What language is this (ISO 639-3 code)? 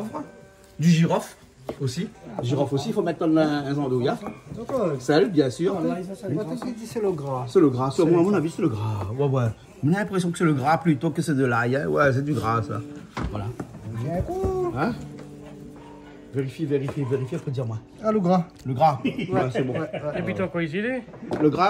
rcf